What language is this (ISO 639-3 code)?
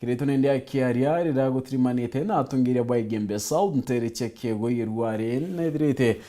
mer